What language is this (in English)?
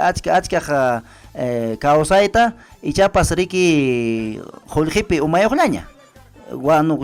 Ayacucho Quechua